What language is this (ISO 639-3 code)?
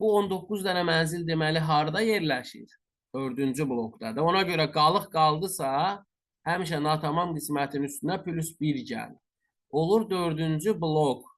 aze